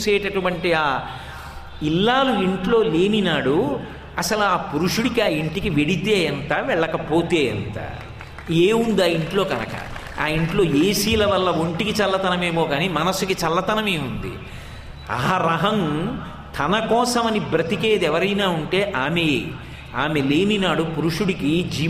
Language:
Telugu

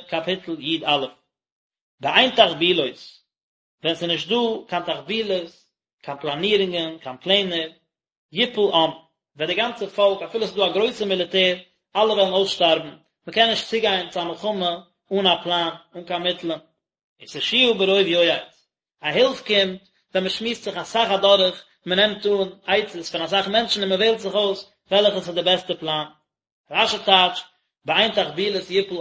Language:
Yiddish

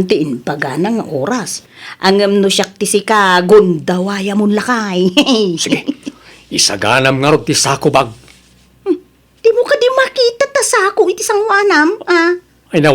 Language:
Iloko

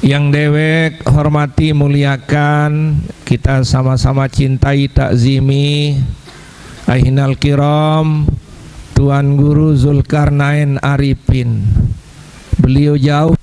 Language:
Sasak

